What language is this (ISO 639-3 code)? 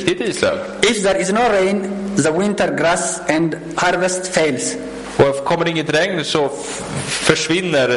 swe